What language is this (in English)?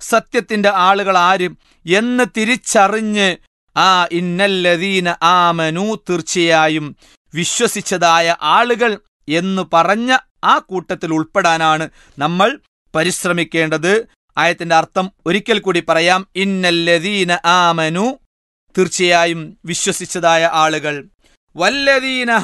Malayalam